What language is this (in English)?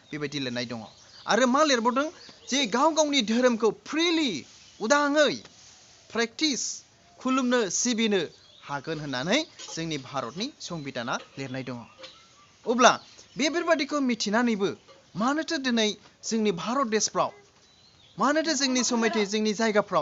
Bodo